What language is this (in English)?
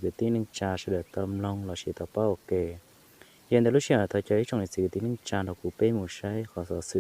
Hmong